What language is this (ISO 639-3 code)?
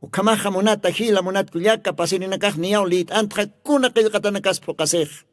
aym